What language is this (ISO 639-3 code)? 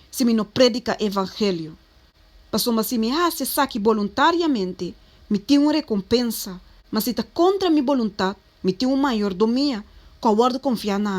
pap